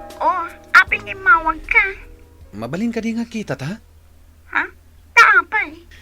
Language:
Iloko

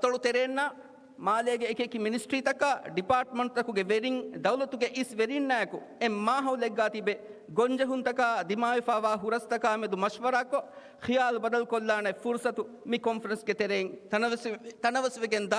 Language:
Divehi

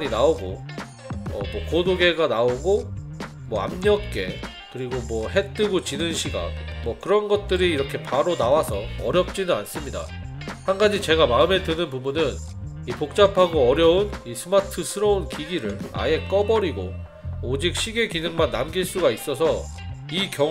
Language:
Korean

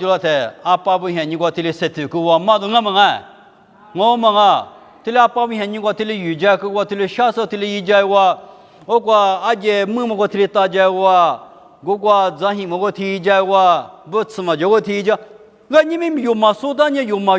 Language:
Lisu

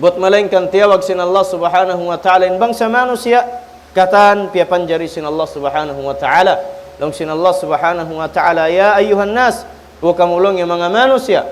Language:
Tausug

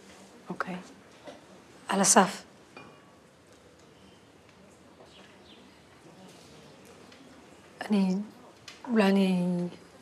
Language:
Hebrew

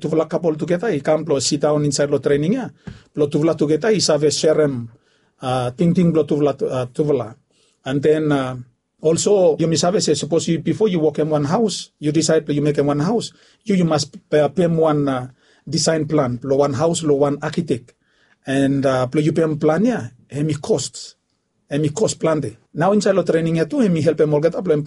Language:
Bislama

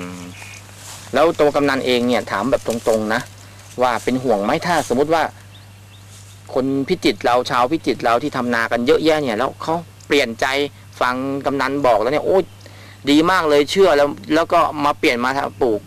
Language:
Thai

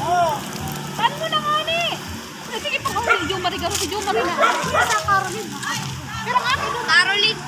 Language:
Bikol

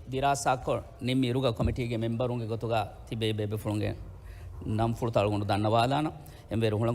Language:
Divehi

